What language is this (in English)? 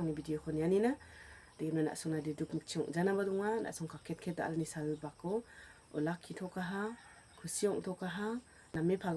Garo